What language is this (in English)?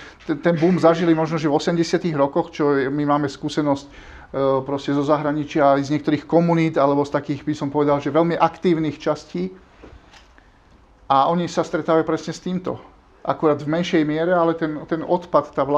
Slovak